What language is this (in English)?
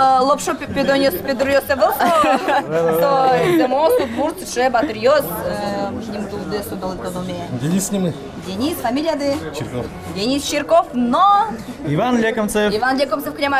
Udmurt